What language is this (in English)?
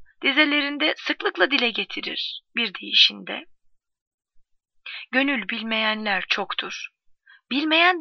Turkish